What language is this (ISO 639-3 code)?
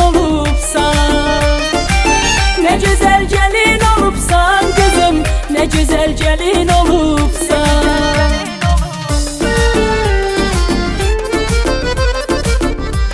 tur